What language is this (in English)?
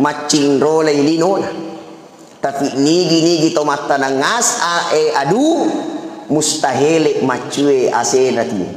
Buginese